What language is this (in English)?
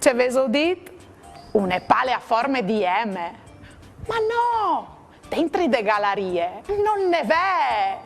Friulian